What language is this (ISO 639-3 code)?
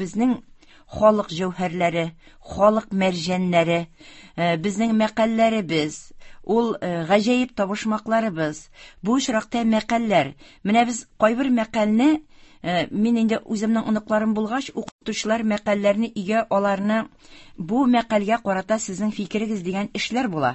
tat